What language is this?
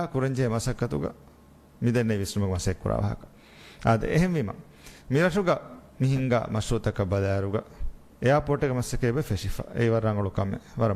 Divehi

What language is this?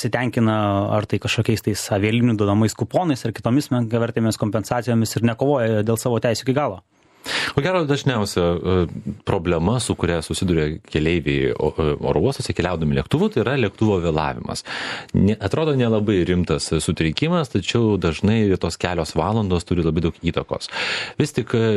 Lithuanian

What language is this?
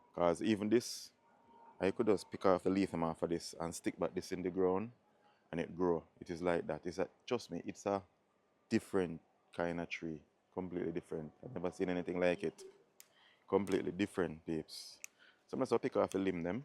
Jamaican Creole English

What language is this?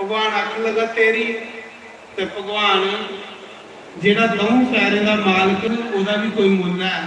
Dogri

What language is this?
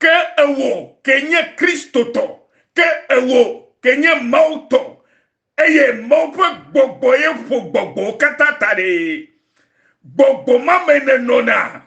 Ewe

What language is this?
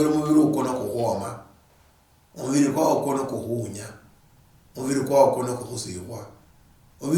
Luyia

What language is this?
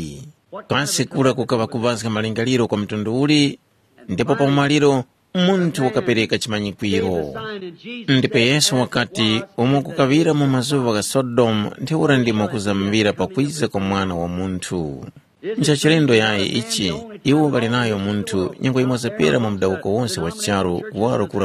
Tumbuka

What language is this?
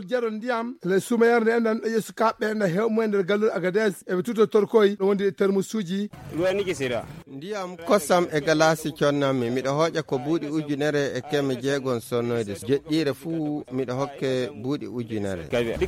Fula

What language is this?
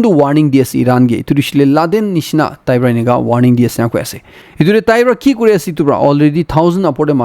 Naga Pidgin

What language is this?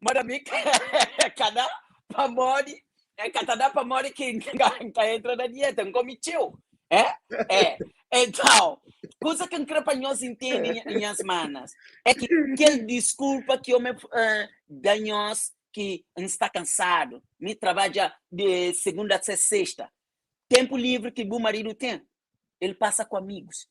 Kabuverdianu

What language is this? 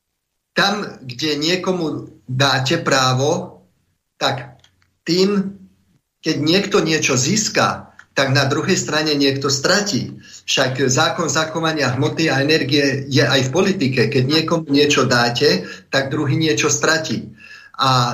Slovak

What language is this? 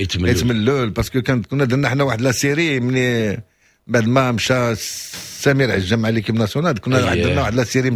Moroccan Arabic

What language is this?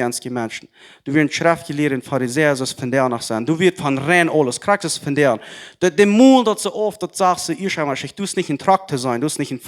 Plautdietsch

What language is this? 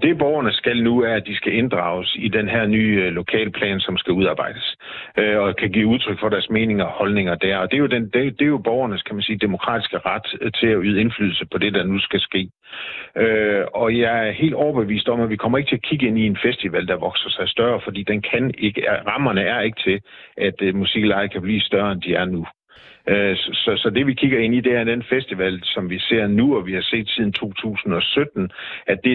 Danish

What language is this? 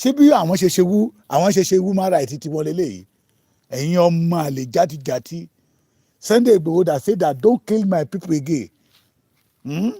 Yoruba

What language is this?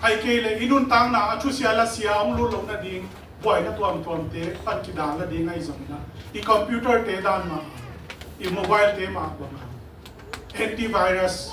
Tedim Chin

